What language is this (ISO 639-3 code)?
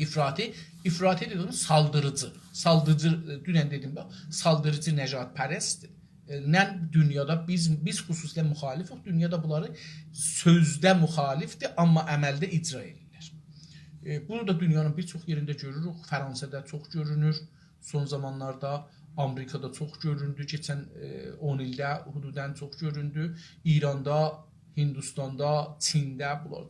azb